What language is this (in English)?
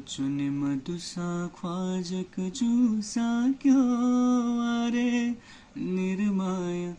Newari